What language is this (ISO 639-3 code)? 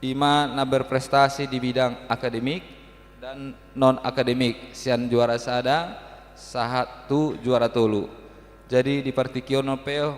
bbc